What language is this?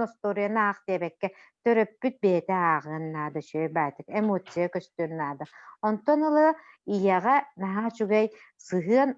Yakut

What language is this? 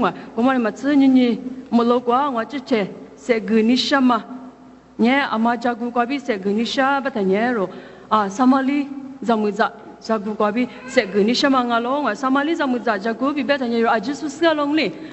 Lisu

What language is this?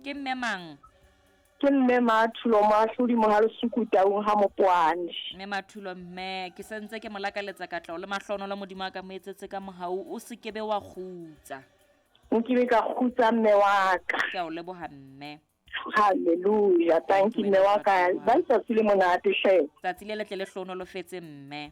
Southern Sotho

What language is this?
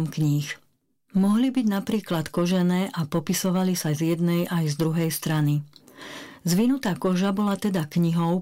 Slovak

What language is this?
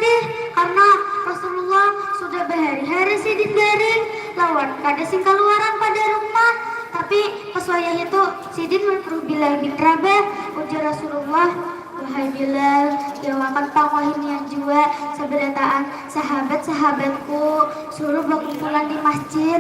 Banjar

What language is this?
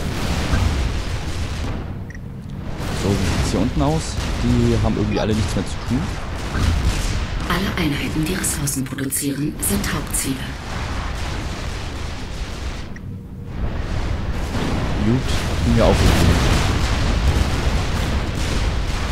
German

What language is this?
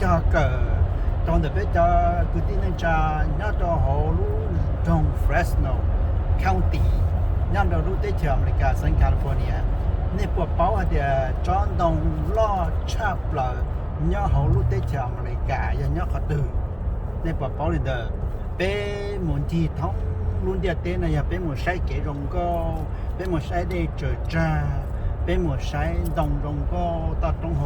Hmong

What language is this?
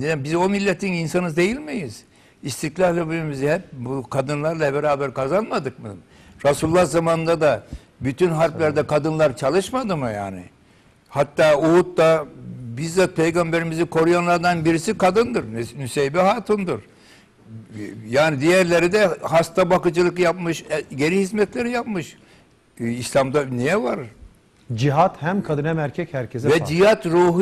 Turkish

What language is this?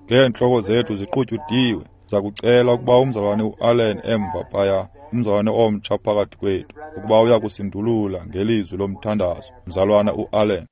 Xhosa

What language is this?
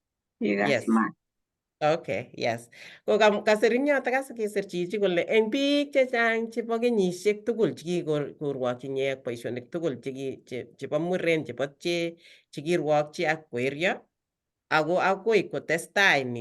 Kalenjin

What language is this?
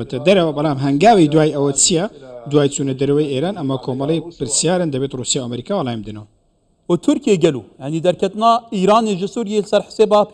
Central Kurdish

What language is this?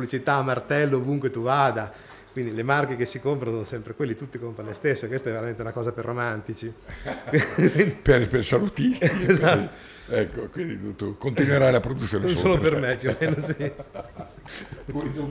Italian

